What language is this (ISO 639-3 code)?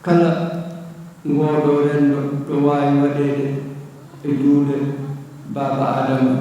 ful